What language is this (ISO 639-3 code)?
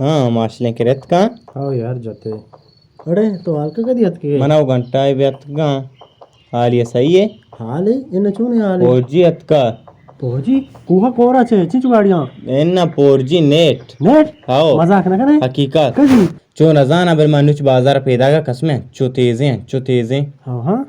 bal